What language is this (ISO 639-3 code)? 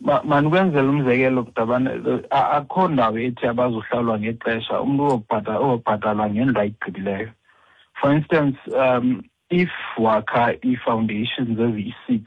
xho